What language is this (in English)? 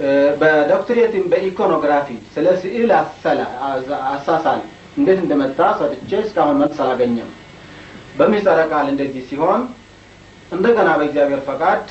Amharic